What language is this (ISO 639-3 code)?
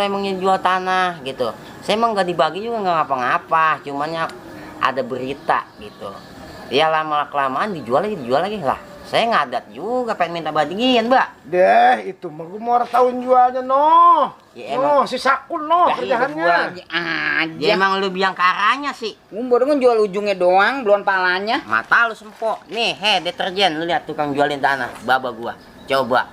bew